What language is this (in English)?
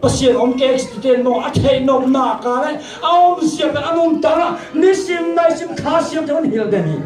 Tedim Chin